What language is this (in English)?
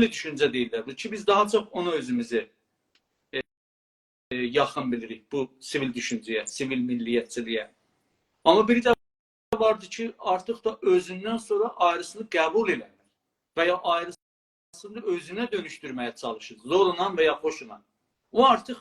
South Azerbaijani